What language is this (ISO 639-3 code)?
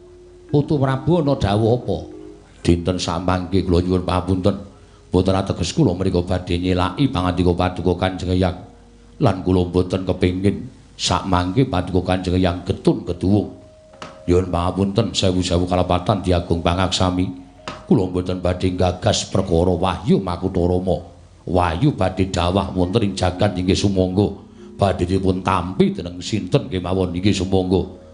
jav